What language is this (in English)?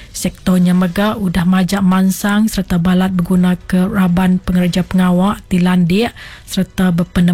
Iban